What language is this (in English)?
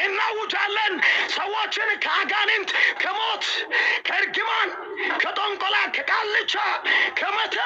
Amharic